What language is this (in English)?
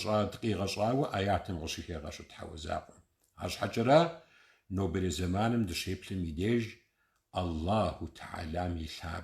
Kabardian